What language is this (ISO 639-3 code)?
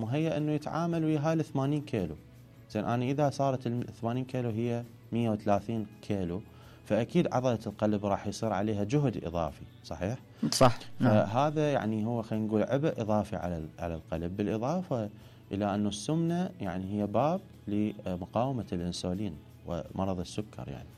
acm